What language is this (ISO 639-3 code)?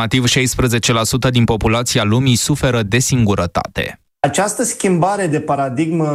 ron